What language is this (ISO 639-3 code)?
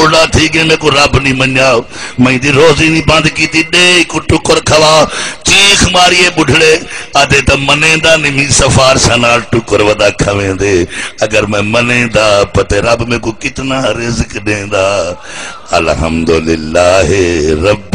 skr